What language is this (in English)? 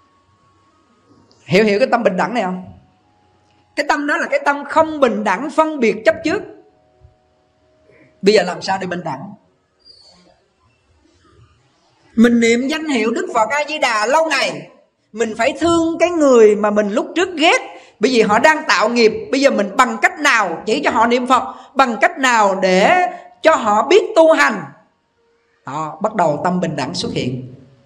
Vietnamese